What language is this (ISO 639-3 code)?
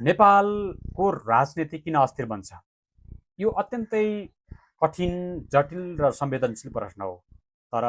nep